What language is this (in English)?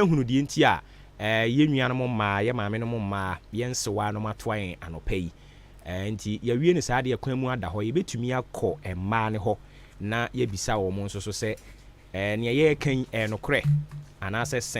Akan